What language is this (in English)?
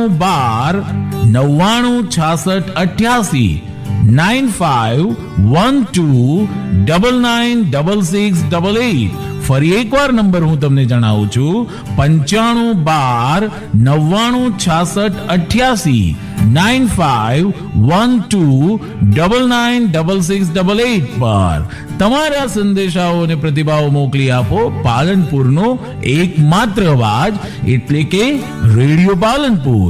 Gujarati